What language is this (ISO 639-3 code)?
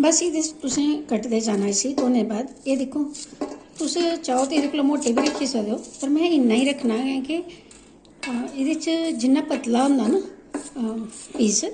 doi